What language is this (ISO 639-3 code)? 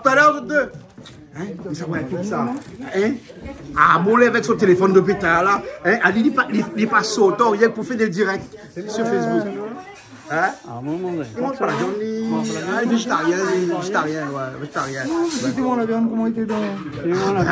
rcf